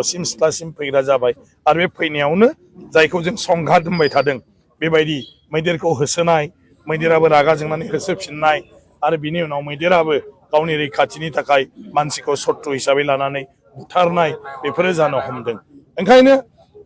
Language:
Bodo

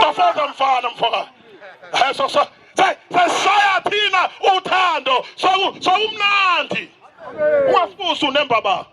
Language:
Zulu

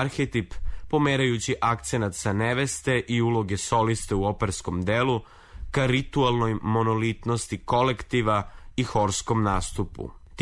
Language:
Serbian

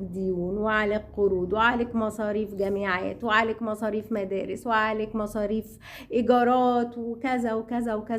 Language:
Egyptian Arabic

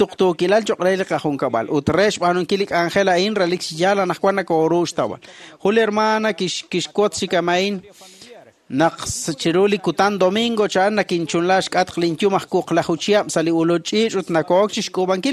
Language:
Kekchí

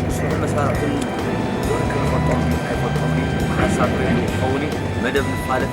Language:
Tigrinya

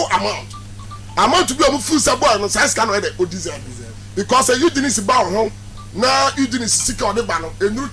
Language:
Akan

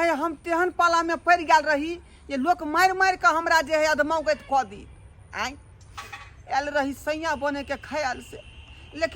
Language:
Maithili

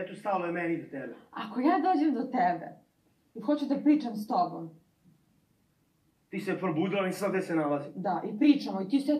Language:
Serbian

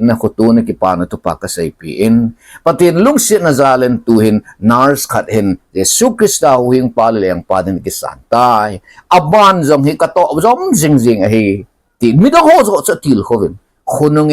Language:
Thado Chin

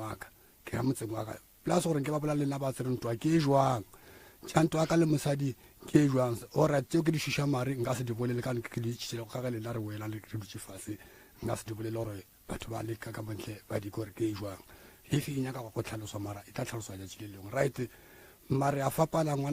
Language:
Northern Sotho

